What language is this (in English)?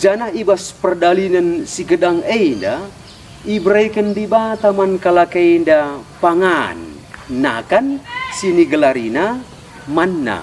Batak Karo